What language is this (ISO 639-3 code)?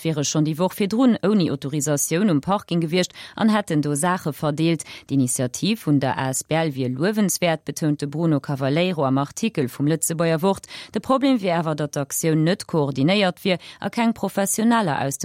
ltz